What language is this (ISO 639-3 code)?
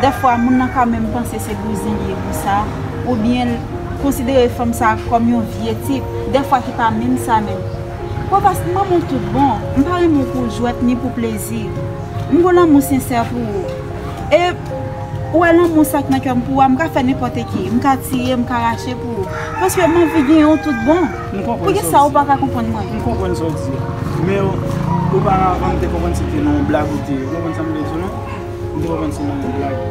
hat